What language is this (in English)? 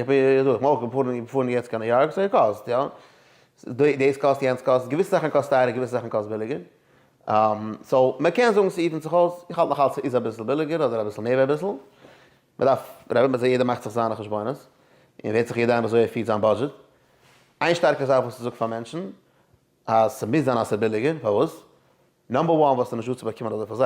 Yiddish